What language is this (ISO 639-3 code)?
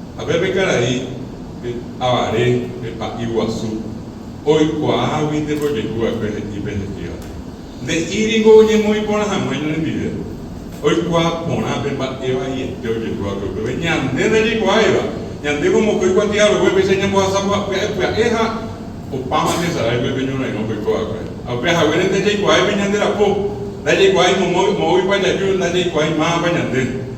grn